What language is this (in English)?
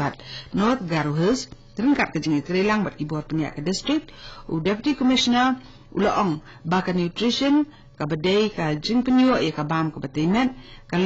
Khasi